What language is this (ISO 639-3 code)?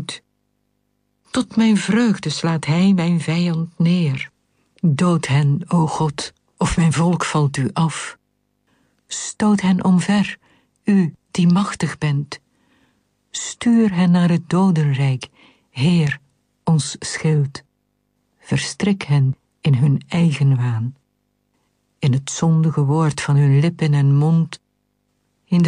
nld